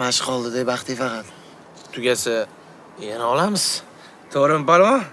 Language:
Uzbek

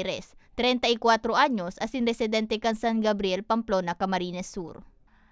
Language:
Bikol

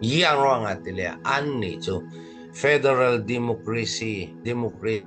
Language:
Falam Chin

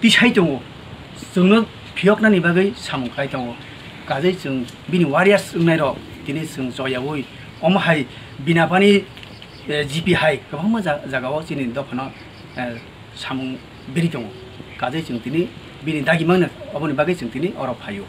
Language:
Kok Borok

